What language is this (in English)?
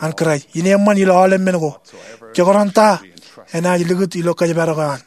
Marshallese